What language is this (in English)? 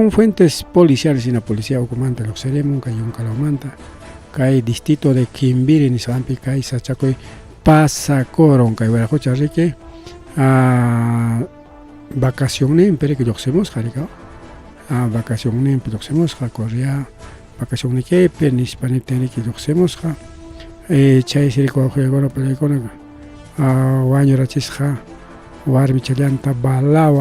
Ayacucho Quechua